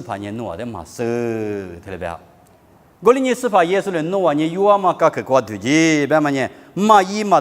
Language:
Lisu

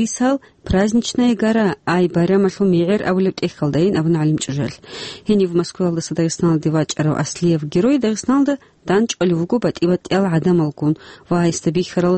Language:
Avaric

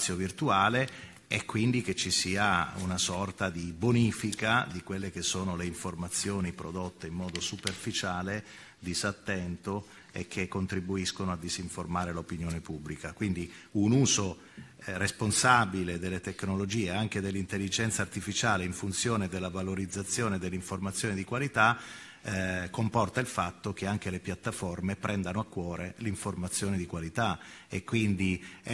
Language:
Italian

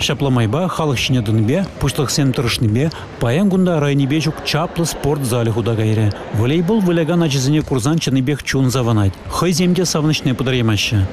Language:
Chuvash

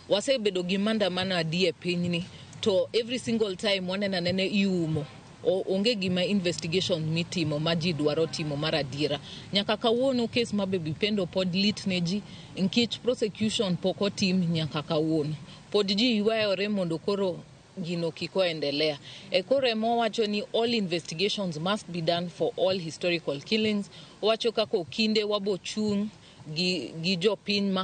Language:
Luo (Kenya and Tanzania)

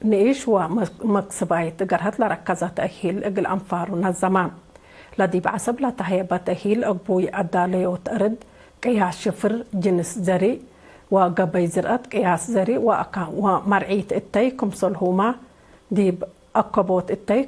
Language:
Tigre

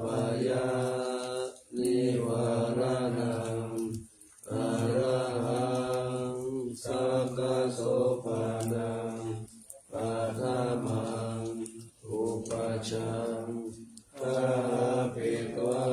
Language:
Pali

